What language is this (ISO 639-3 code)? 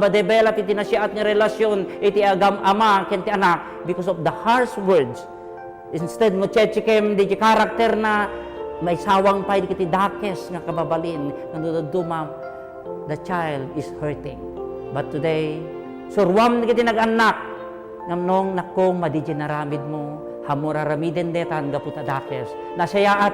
ilo